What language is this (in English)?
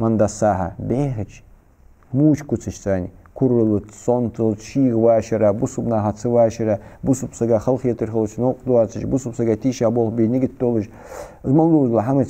Ingush